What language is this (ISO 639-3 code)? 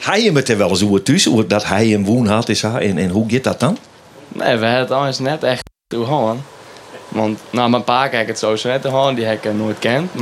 fry